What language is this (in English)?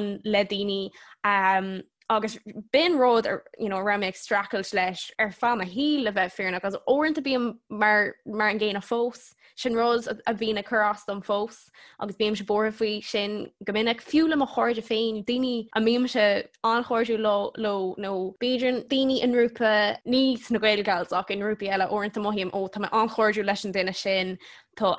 Irish